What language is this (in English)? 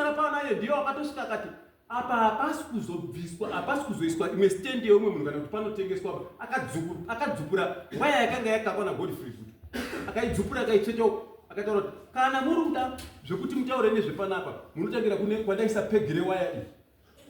Shona